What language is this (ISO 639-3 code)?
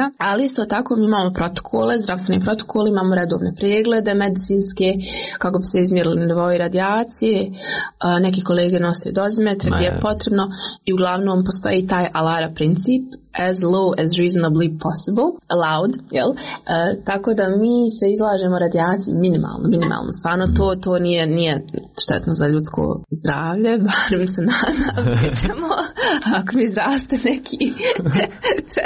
srp